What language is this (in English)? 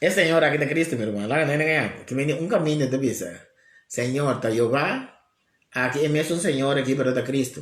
Papiamento